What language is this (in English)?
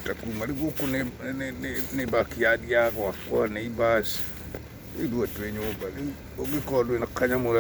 Kikuyu